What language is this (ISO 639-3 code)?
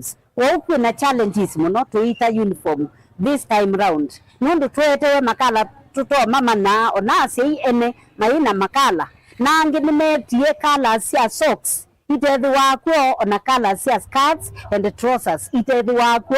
kam